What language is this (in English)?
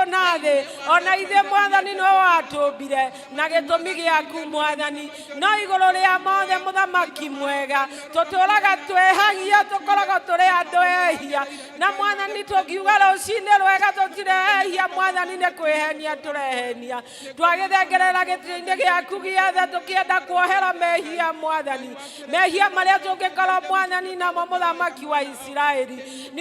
Kikuyu